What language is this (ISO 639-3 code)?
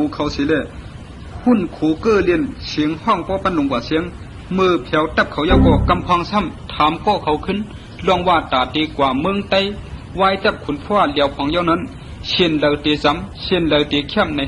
shn